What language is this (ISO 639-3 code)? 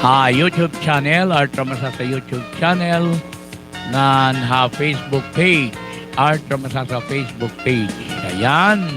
war